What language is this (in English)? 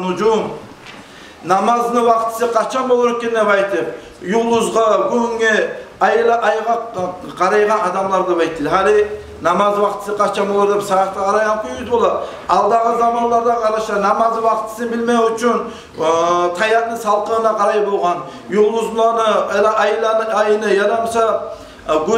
Kumyk